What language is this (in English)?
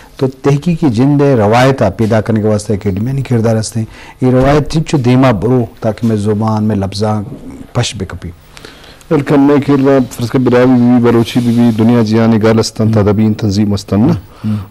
Eastern Balochi